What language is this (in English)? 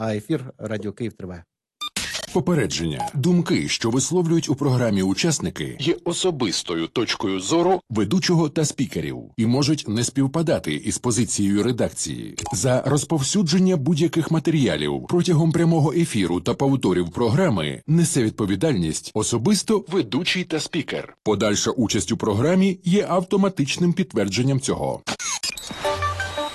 Ukrainian